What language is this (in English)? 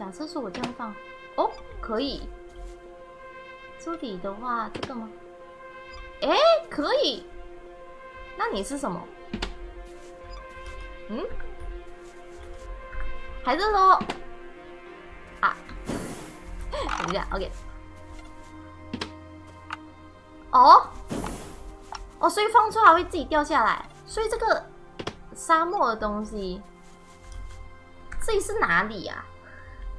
Chinese